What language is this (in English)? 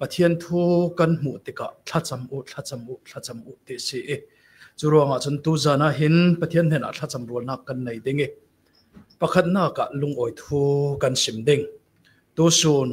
Falam Chin